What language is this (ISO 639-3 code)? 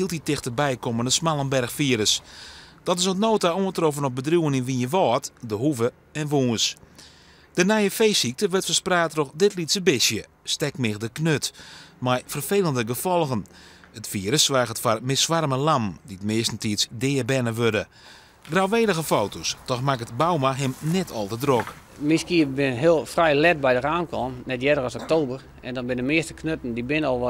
fry